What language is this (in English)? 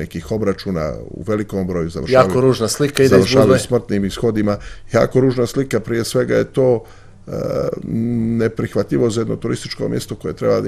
Serbian